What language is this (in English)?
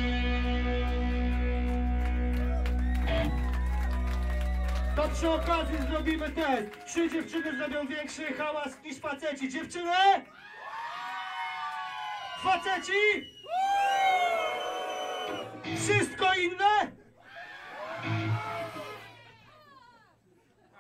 Polish